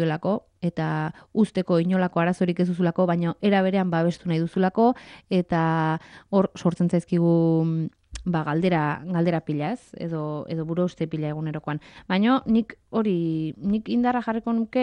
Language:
Basque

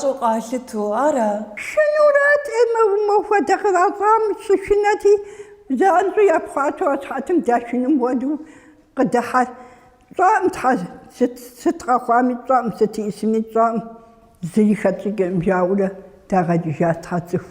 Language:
Kabardian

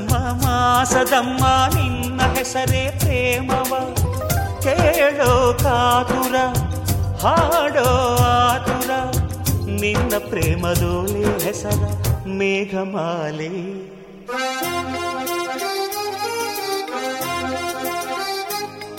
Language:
Kannada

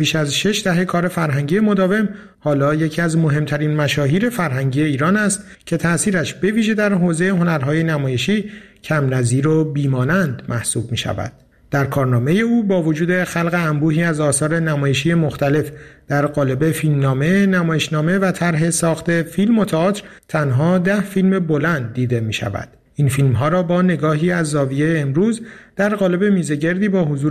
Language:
Persian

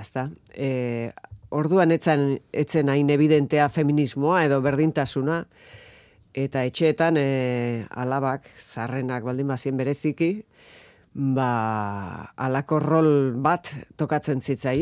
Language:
Basque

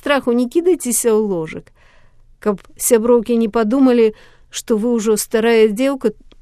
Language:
Belarusian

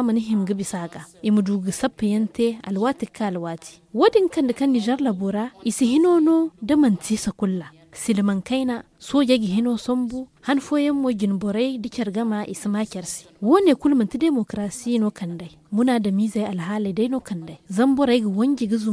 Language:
Zarma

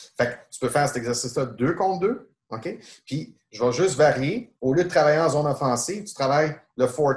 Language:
French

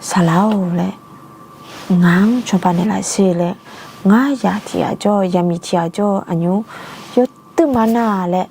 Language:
Akha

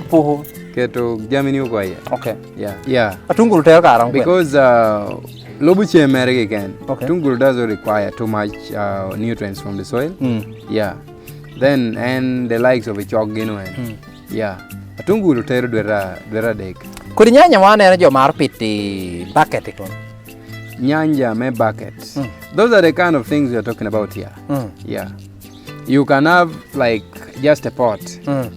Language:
Lango (Uganda)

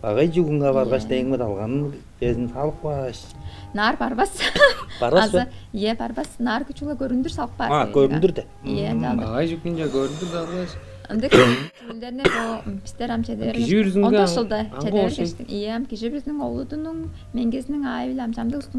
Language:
Tuvinian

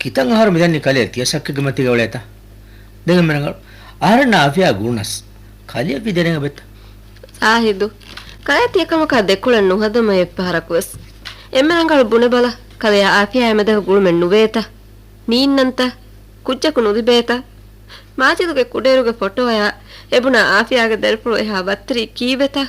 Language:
Divehi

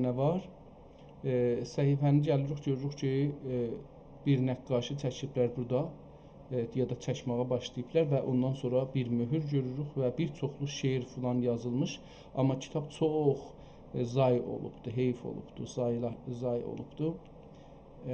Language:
South Azerbaijani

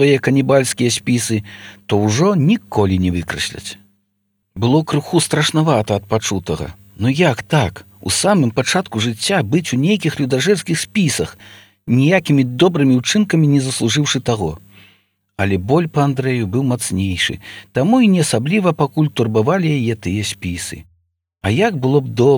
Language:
Belarusian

